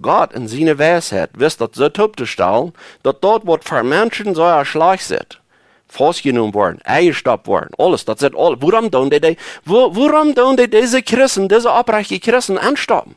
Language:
Plautdietsch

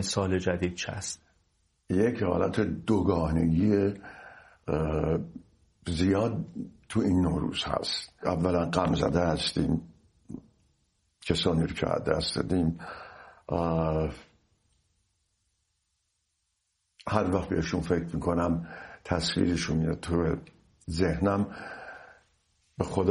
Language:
Persian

